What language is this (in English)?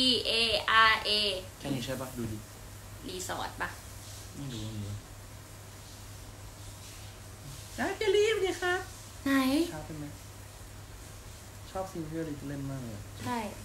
Thai